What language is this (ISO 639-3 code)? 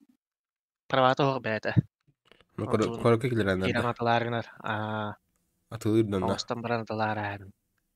sah